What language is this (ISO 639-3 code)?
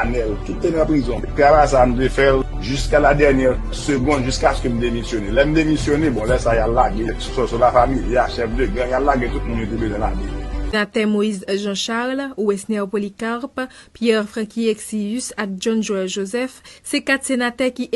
hat